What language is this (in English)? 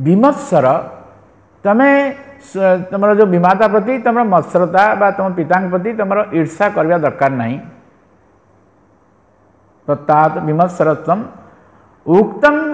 Odia